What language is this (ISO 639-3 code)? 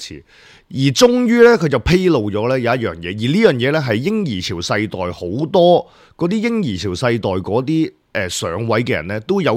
yue